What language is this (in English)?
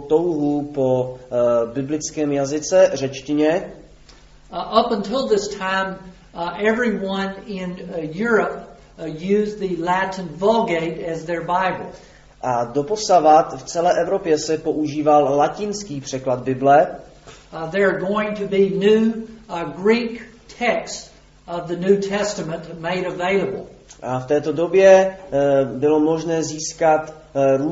Czech